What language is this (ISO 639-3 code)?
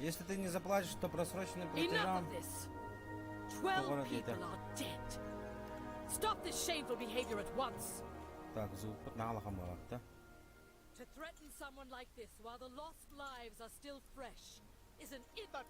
sah